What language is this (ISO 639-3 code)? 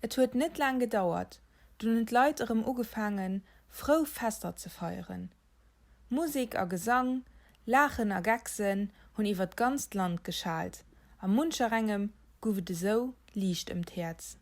ltz